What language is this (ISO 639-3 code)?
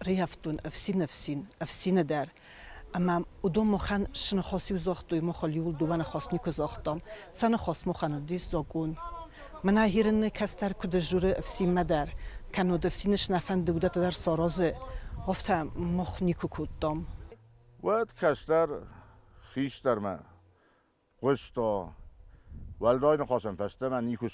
oss